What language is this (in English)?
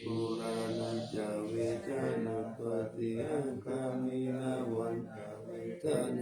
Pali